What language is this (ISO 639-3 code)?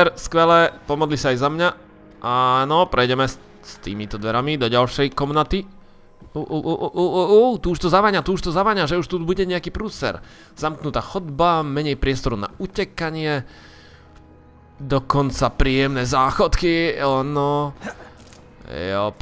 slk